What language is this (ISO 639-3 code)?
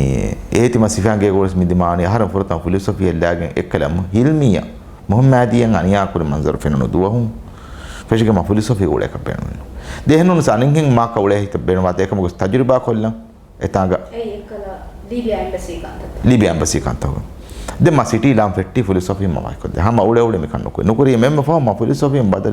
div